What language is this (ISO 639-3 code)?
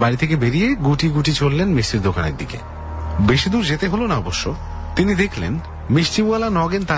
ben